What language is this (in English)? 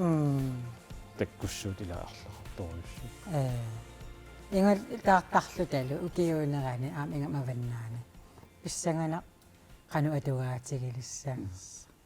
Kalaallisut